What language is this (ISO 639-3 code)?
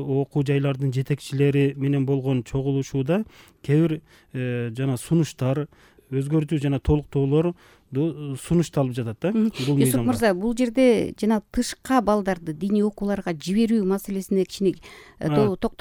kir